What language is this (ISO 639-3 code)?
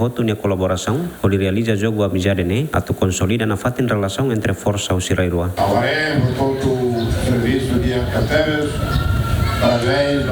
tet